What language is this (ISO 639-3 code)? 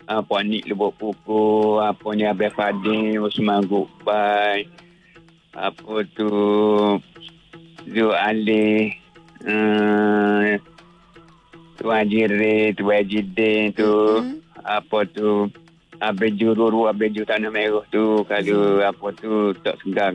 msa